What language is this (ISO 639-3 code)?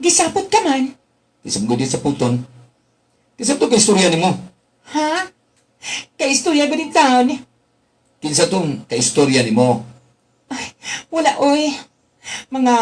ceb